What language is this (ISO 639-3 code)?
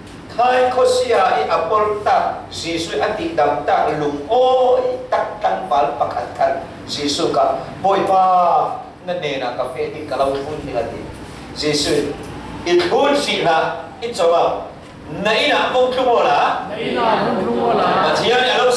cfm